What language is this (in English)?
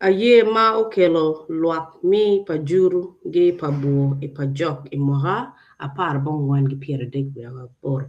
Acoli